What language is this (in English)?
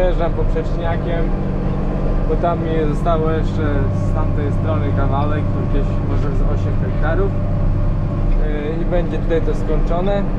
Polish